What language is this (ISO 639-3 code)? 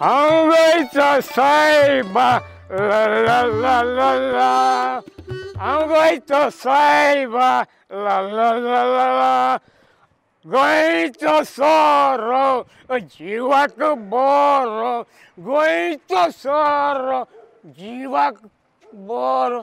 kok